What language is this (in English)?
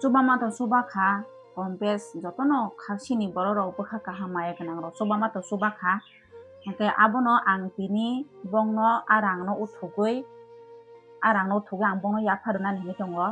Kok Borok